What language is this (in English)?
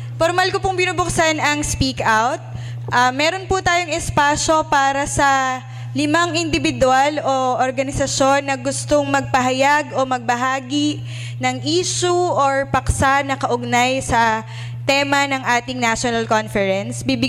Filipino